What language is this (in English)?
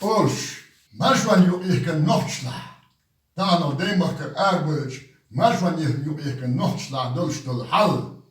Chechen